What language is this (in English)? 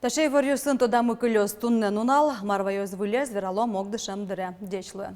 Udmurt